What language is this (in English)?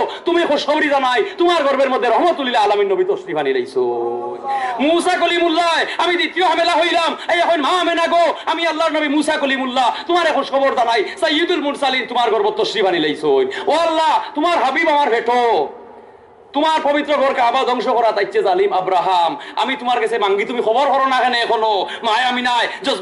Sylheti